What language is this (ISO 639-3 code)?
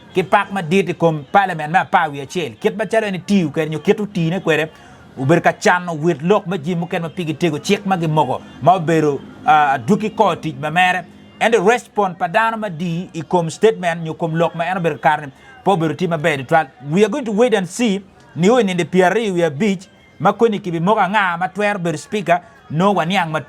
ach